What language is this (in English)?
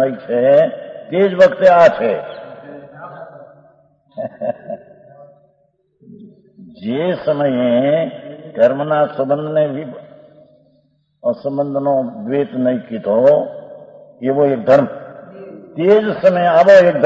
Gujarati